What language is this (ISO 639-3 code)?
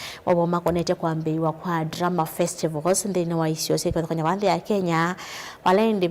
kam